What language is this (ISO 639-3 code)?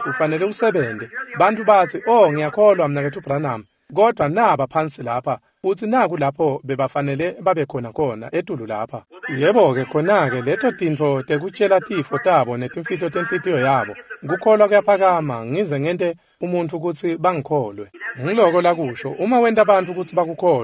ssw